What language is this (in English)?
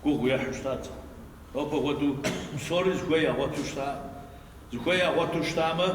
Kabardian